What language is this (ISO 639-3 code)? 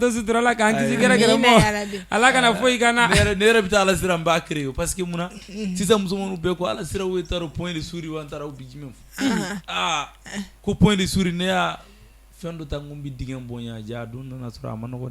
bam